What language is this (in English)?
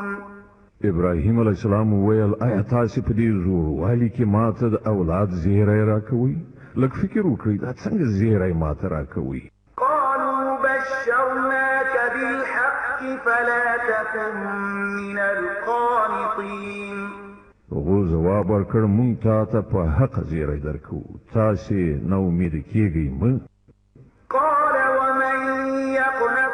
Pashto